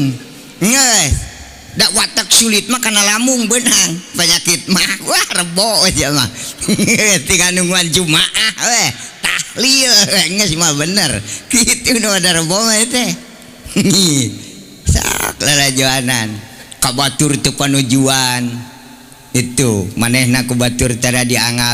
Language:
Sundanese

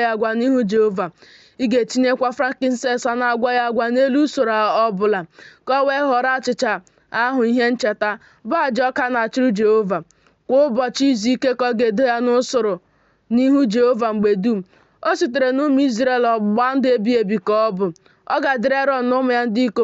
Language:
Igbo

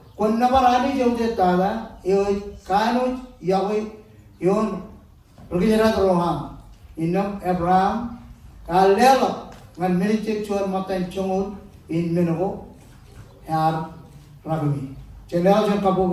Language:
Marshallese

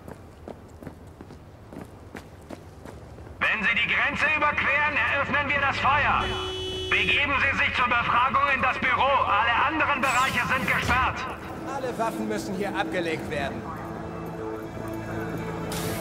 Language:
German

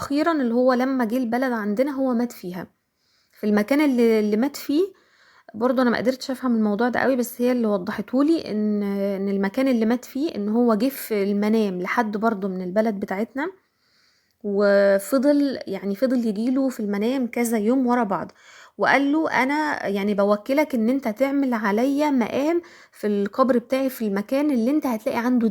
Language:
Egyptian Arabic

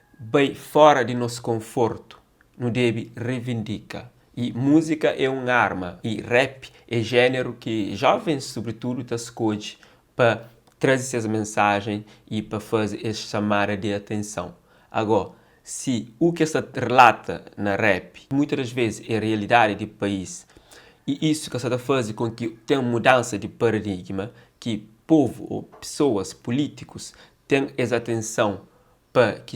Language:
Kabuverdianu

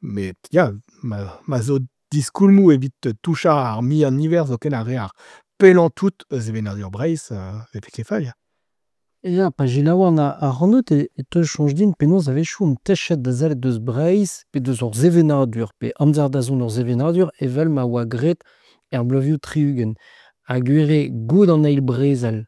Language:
Breton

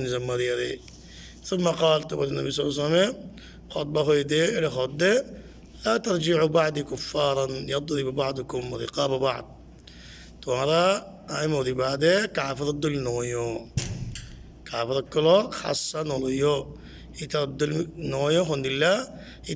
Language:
Rohingya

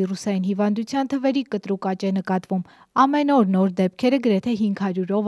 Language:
Armenian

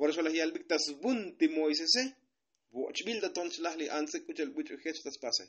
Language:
Tzotzil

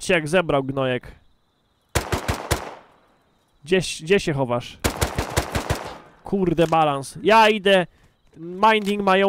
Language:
Polish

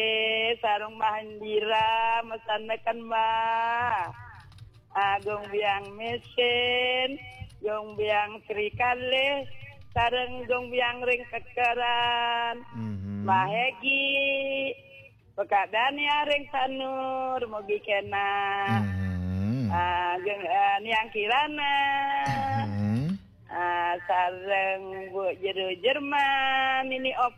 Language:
Balinese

